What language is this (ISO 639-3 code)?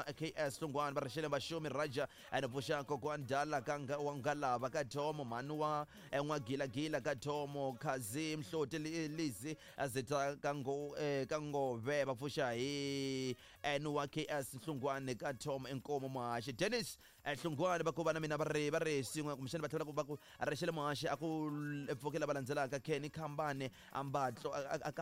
tso